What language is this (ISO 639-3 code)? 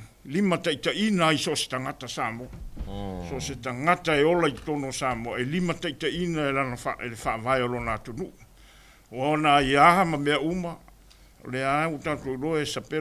smo